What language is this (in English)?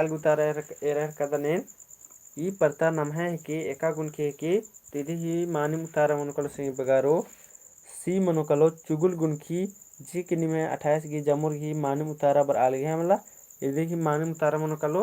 Kurukh